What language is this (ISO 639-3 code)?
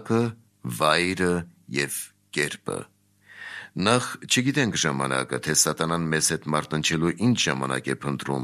hye